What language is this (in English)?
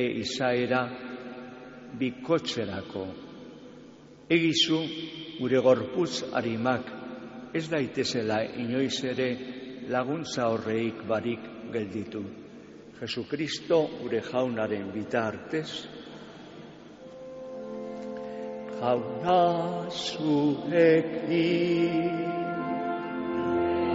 Basque